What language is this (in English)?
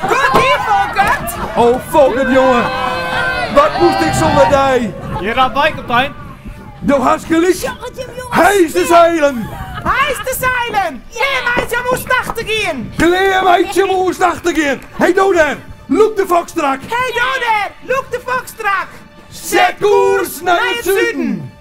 Western Frisian